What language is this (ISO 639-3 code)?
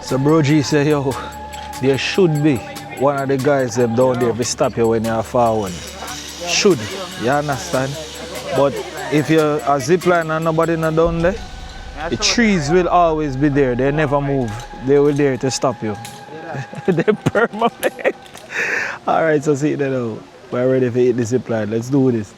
jam